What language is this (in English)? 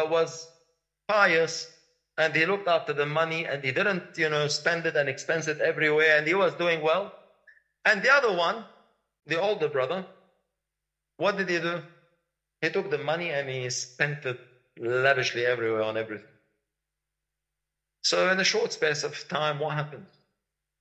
English